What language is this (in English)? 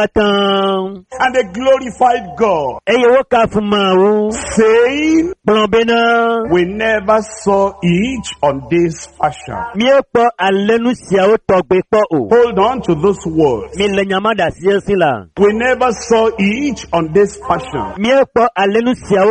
Ewe